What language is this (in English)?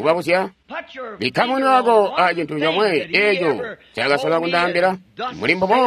Tonga (Zambia)